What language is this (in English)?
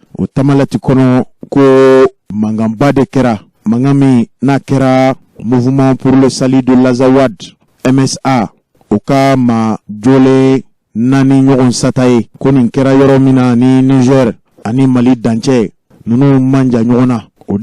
Bambara